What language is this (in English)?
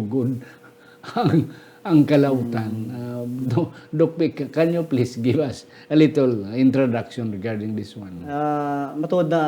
Hiligaynon